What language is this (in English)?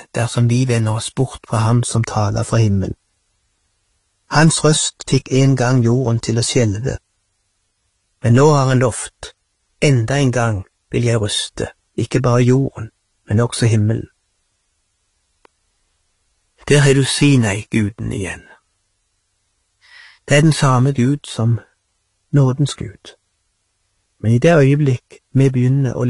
Norwegian